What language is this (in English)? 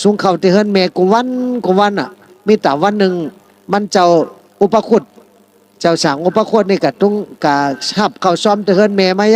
Shan